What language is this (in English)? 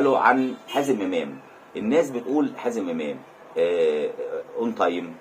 Egyptian Arabic